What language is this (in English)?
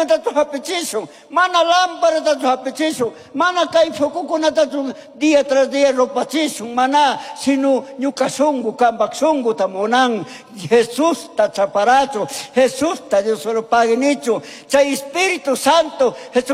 Chimborazo Highland Quichua